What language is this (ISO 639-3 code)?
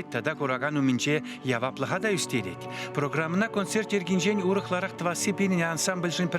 chv